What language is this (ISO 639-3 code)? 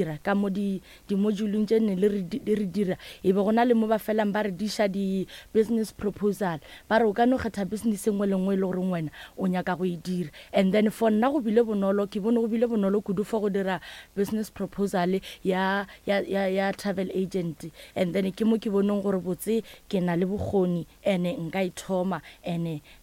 nso